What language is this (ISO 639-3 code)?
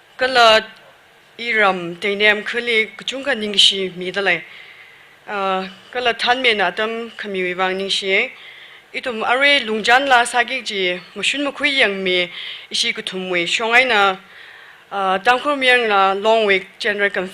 nmf